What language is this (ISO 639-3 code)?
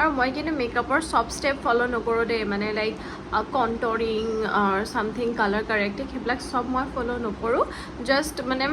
asm